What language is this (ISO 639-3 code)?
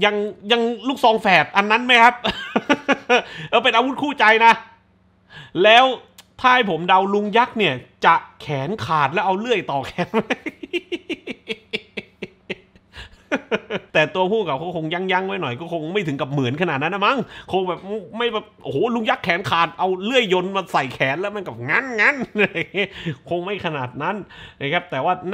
tha